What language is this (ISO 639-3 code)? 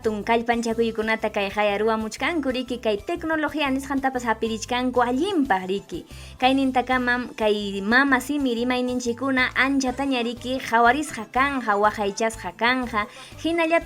quy